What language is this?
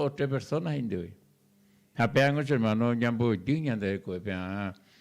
Guarani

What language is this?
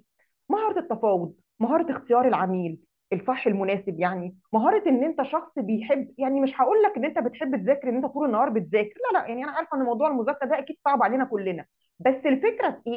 Egyptian Arabic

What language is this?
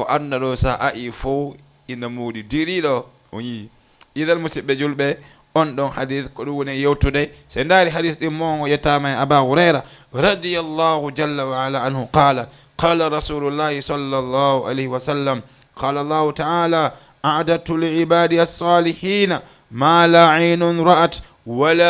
Fula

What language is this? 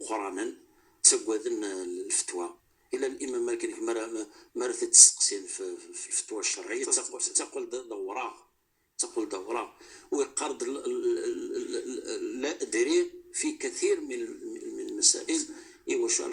Kabyle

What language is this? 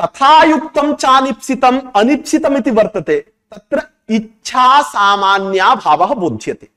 Sanskrit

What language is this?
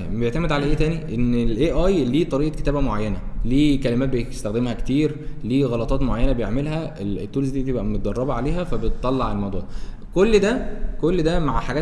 Egyptian Arabic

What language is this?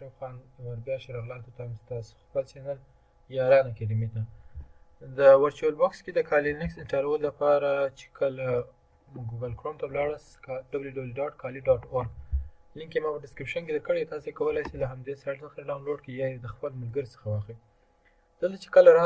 Pashto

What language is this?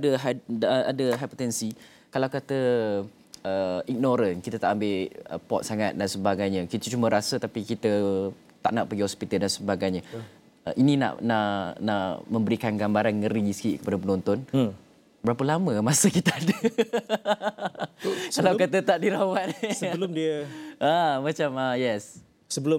Malay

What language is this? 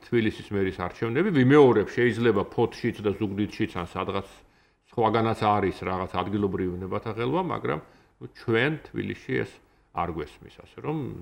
Georgian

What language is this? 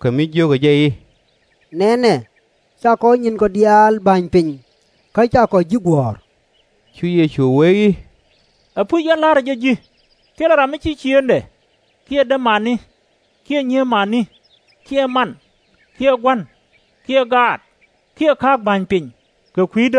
Nuer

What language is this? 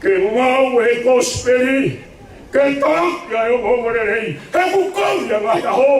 Tongan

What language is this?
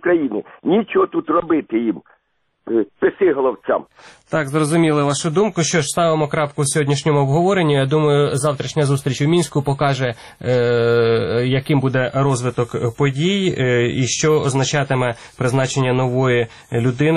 Ukrainian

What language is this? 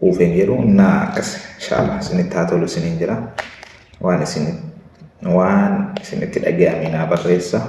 Oromo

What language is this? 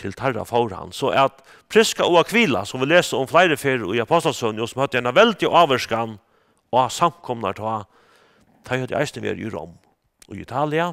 Faroese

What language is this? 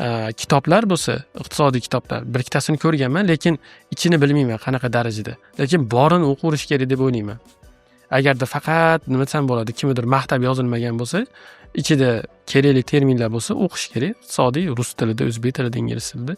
Uzbek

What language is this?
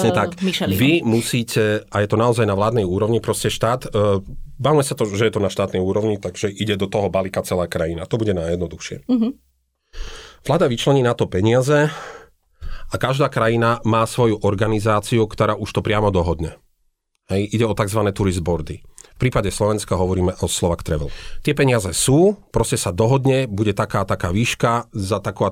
Slovak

